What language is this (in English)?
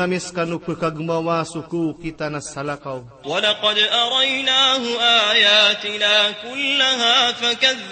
Maranao